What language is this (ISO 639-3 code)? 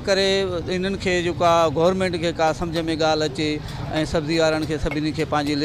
snd